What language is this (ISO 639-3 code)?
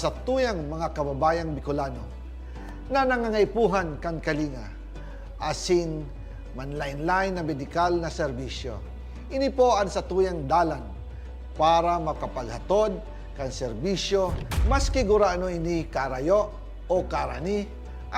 bik